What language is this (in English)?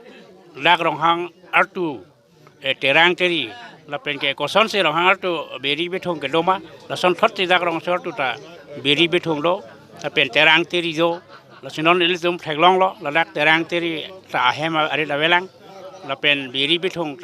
Karbi